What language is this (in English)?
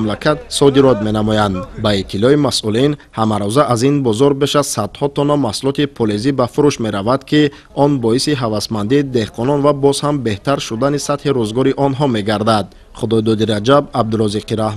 Tajik